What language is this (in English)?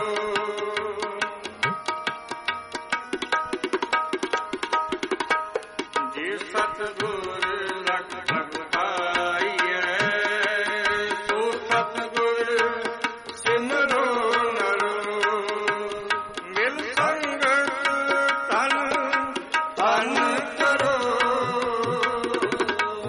Punjabi